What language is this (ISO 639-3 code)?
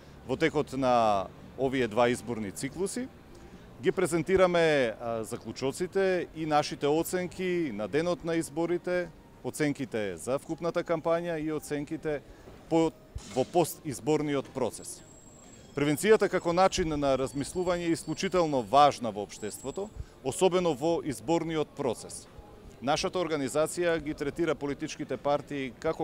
mkd